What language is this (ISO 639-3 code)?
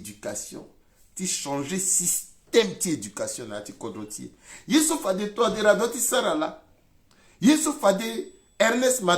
sag